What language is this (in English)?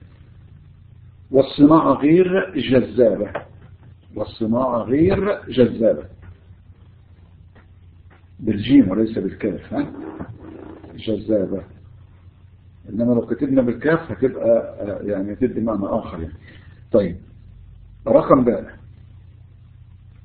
Egyptian Arabic